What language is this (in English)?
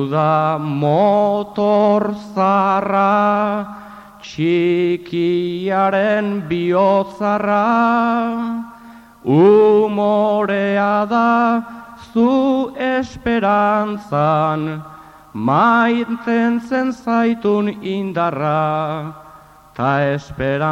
Basque